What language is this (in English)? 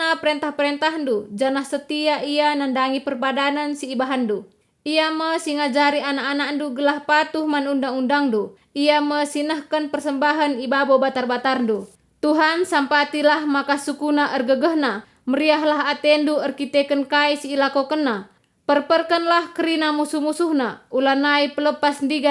Batak Karo